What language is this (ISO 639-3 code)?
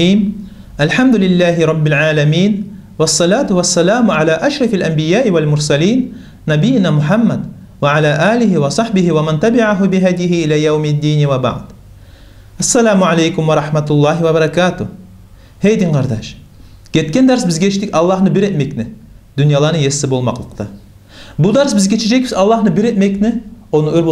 kum